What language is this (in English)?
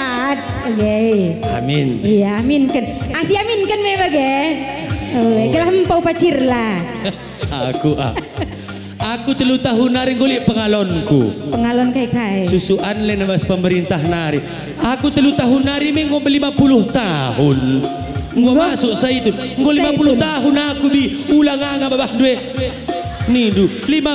Batak Karo